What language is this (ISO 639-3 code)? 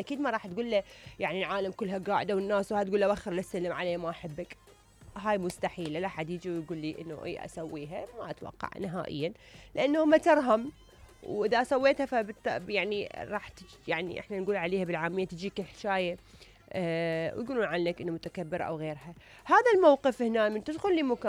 acm